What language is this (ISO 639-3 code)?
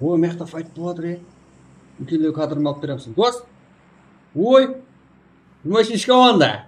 kaa